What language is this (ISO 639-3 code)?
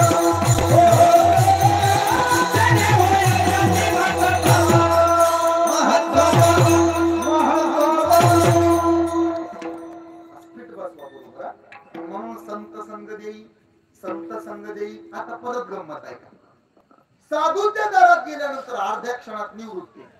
mar